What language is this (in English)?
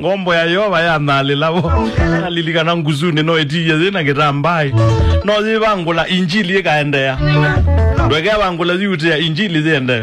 Kamba